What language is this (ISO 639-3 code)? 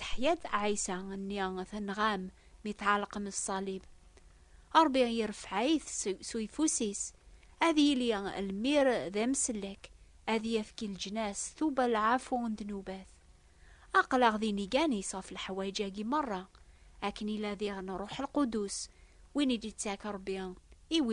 kab